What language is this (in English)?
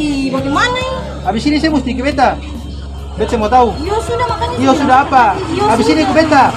Ambonese Malay